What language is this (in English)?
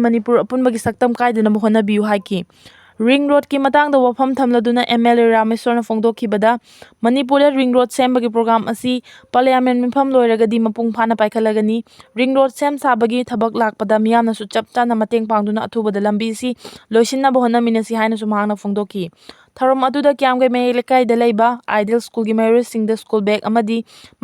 Manipuri